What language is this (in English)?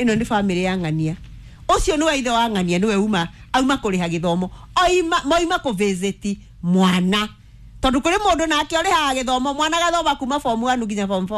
Kikuyu